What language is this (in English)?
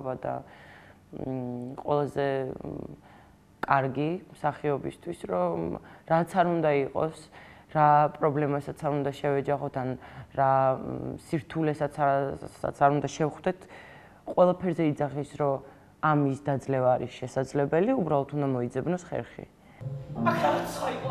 Georgian